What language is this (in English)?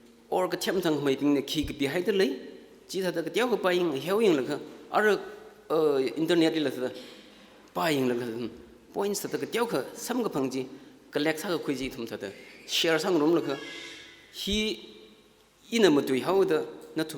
Tangkhul Naga (India)